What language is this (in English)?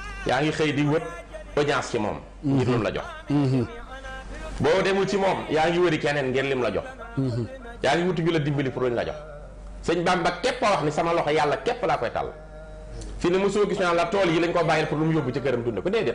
Wolof